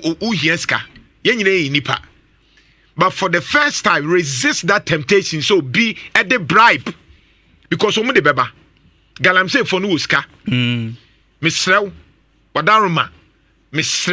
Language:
Akan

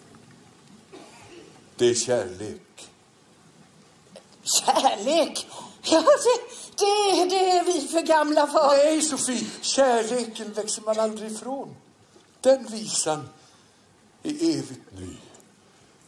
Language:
Swedish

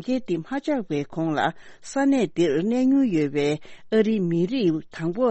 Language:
Tibetan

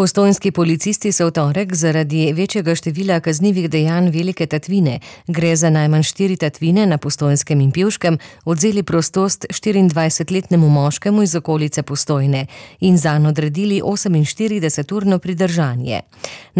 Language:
Slovenian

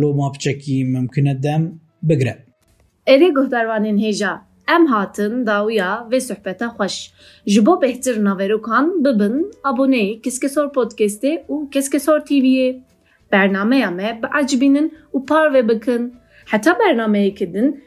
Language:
Kurdish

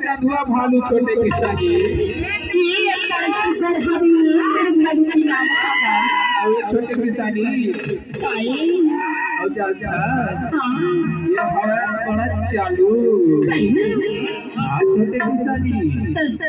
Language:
Chhattisgarhi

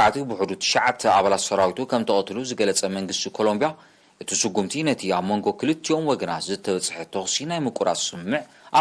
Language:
Tigrinya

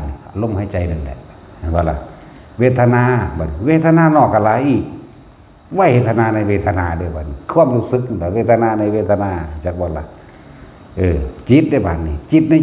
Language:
Northeastern Thai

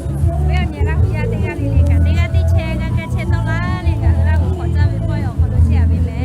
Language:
Lahu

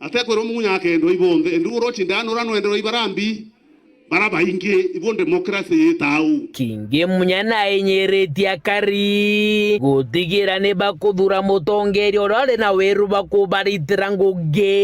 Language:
Meru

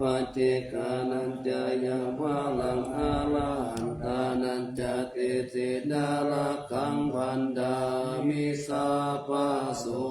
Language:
Pali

